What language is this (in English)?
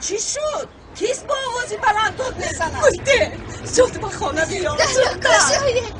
Tajik